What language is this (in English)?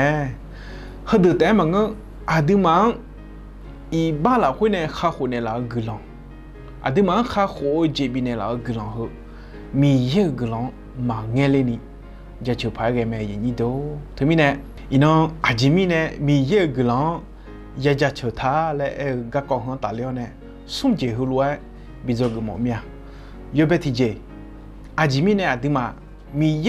Akha